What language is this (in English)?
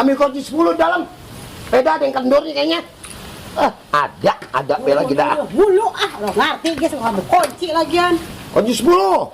Betawi